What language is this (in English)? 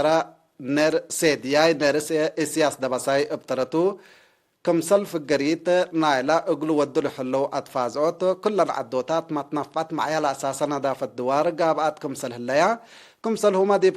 Tigre